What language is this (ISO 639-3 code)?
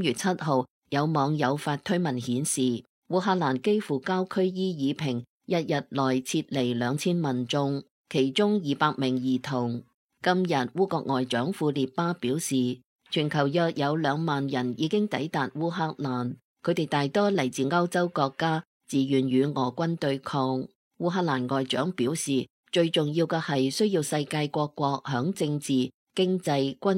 yue